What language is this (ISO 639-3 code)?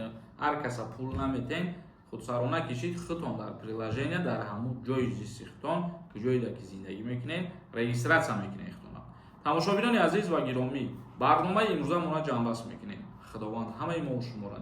tgk